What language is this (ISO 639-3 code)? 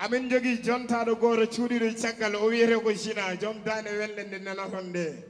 ful